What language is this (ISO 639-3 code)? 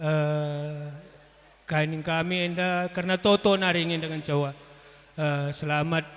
btx